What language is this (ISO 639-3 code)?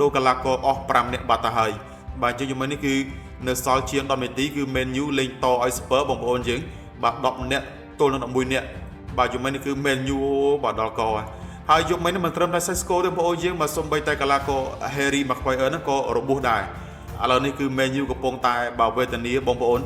khm